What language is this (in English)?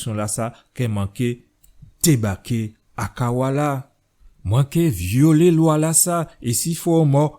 Guadeloupean Creole French